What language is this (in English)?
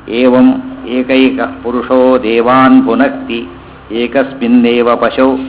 Kannada